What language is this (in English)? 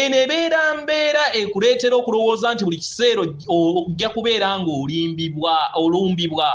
Ganda